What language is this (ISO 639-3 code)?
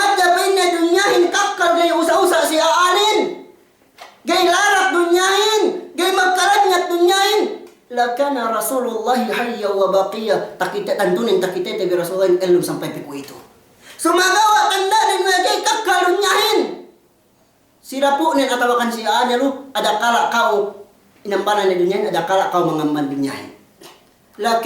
yka